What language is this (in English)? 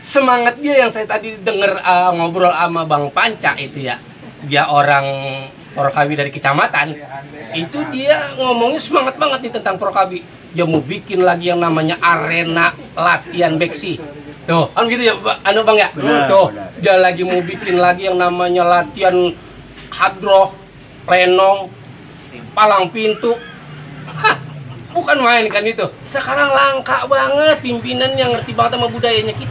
Betawi